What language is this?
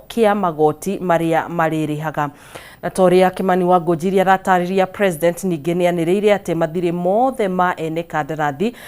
Kikuyu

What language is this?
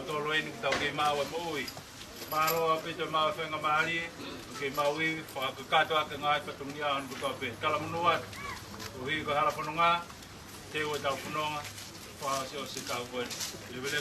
Tongan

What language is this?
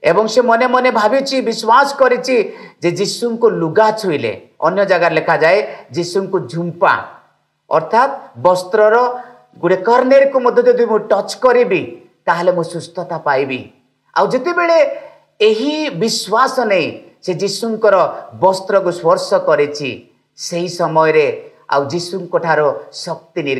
Odia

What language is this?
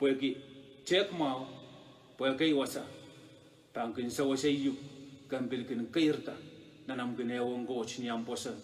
Pohnpeian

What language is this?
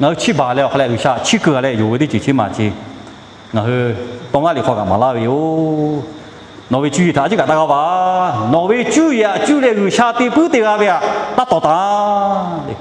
Lahu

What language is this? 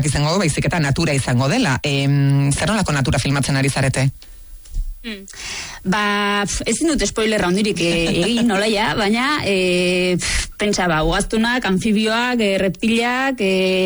Basque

